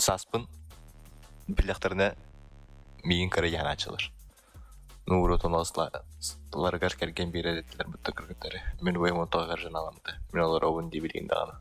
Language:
Yakut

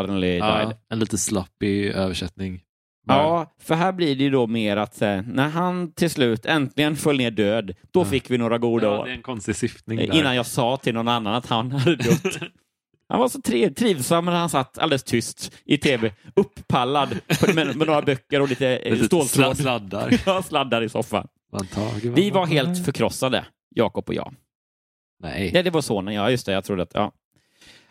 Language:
Swedish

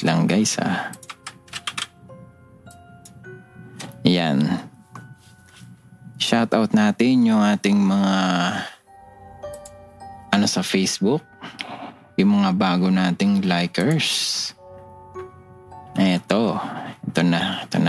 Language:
Filipino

